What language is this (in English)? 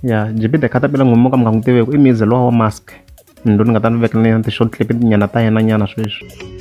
Tsonga